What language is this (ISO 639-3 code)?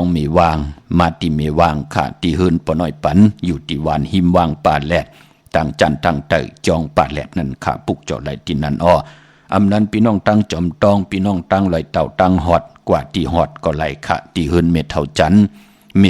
shn